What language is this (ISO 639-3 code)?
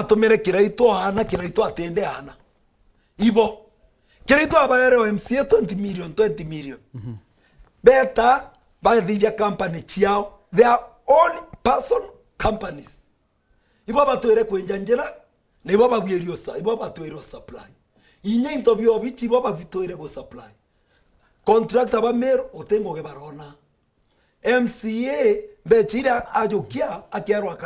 mer